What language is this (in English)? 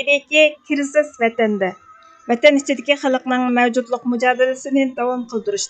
Uyghur